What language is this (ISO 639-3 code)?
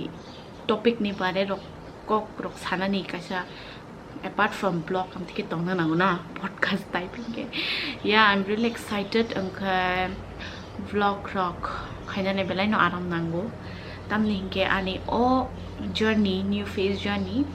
trp